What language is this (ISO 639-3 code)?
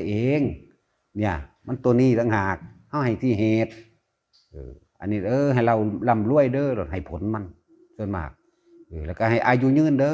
tts